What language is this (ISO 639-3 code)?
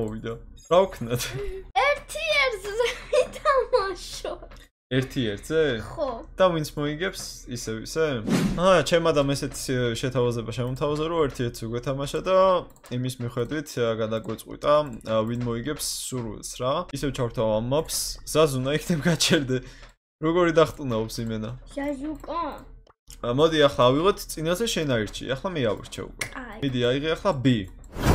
kat